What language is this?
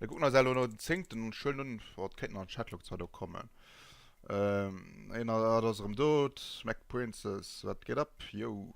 Luxembourgish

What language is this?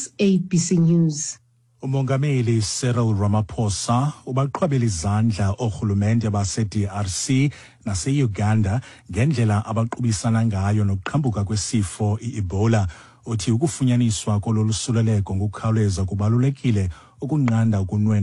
Xhosa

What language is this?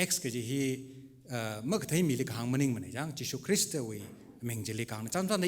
Tangkhul Naga (India)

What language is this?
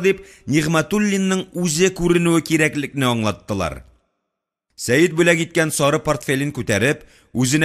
Tatar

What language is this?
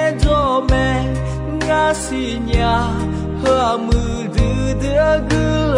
Akha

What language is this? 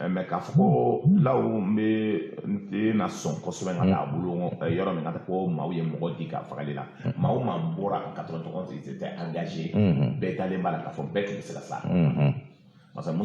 Bambara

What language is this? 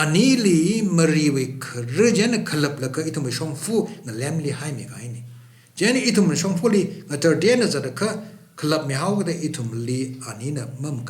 Tangkhul Naga (India)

